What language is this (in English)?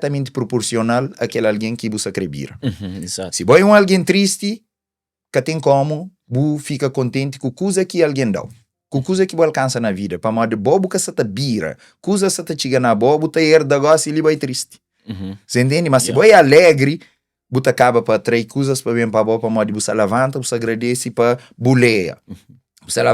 Kabuverdianu